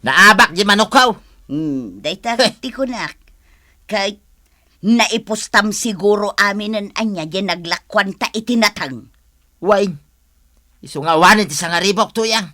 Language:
Iloko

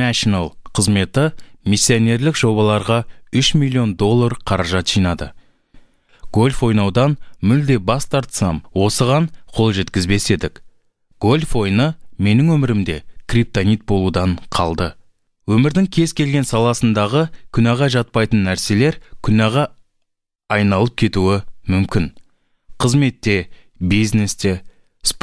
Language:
Kazakh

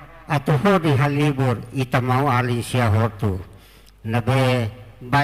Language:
Tetum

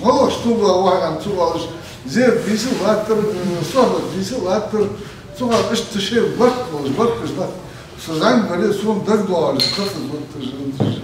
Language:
Ingush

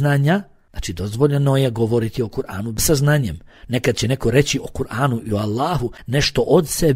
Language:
Bosnian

